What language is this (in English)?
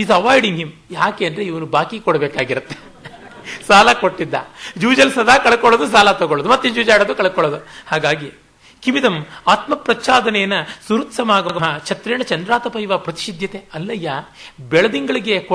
Kannada